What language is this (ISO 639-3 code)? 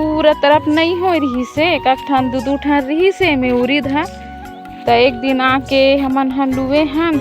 hne